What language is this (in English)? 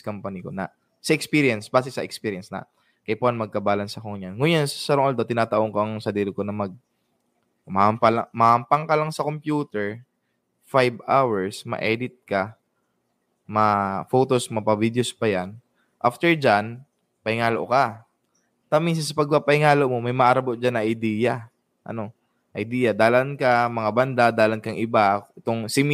Bikol